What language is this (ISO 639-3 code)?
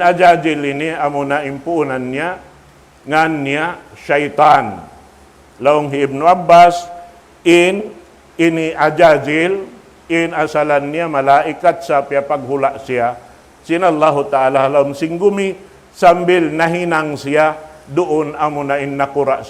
tsg